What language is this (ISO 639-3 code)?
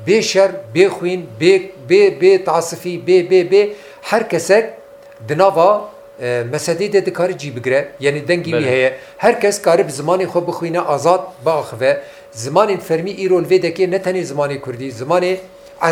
kur